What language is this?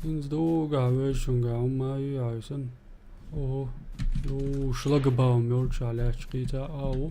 Chechen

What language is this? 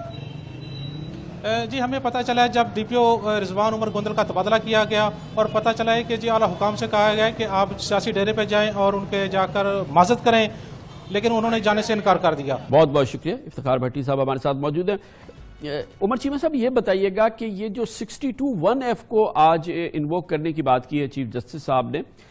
Urdu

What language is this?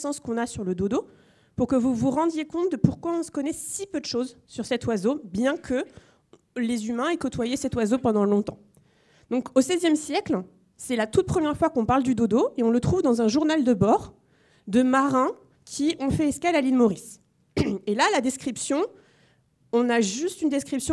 French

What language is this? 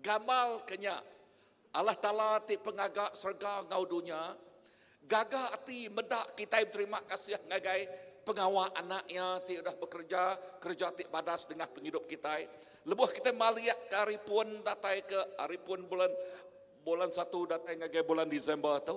Iban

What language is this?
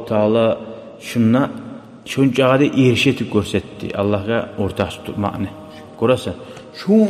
Kumyk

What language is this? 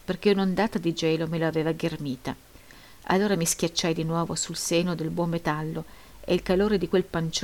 Italian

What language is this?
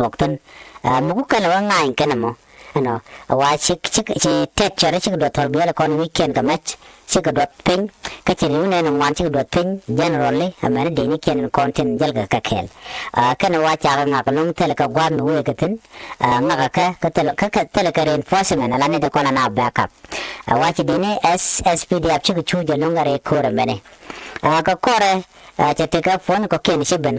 Nuer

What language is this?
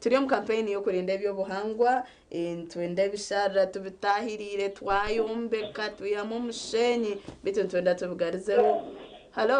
Nyankole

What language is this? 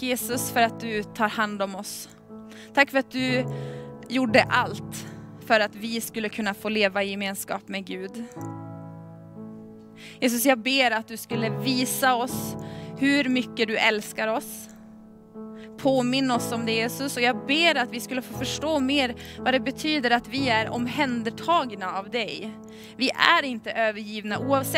Swedish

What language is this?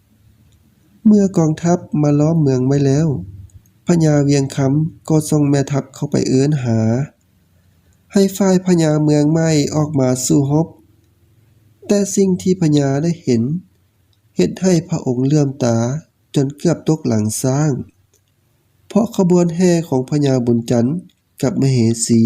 Lao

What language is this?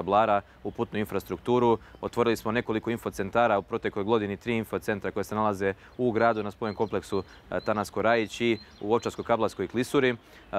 Serbian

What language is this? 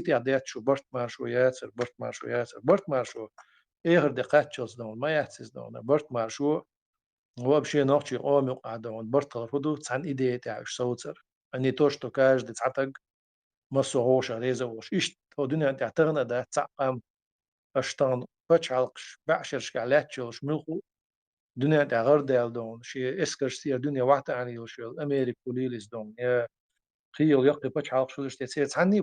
Chechen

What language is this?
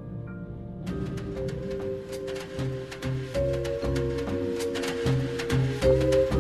Serbian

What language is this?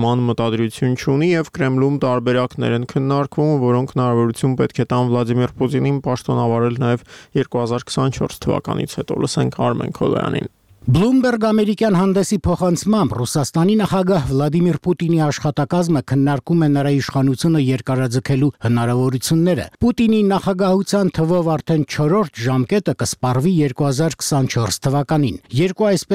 Armenian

